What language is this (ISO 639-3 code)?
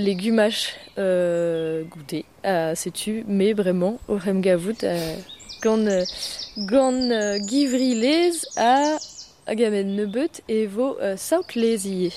bre